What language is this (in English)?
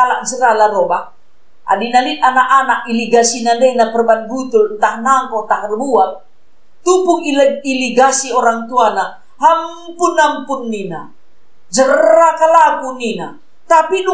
Batak Karo